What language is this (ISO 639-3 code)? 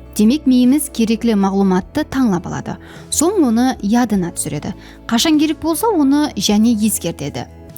kaa